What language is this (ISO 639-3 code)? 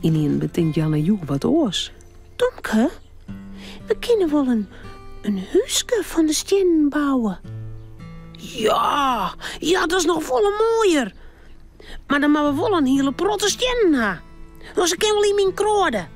fry